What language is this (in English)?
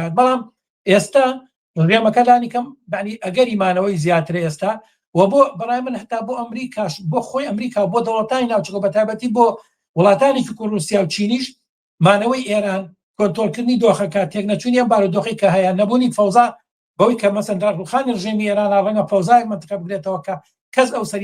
Central Kurdish